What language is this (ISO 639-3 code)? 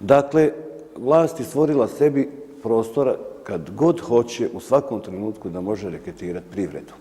bos